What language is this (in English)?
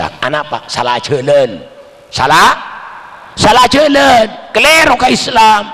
Madurese